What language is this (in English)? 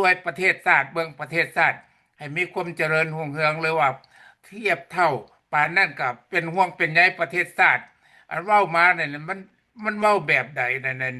Lao